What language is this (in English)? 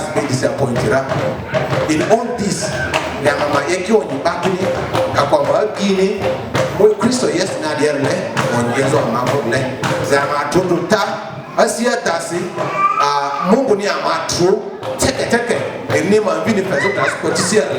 Lugbara